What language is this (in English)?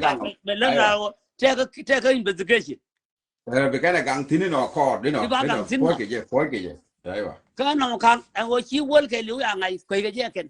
Nuer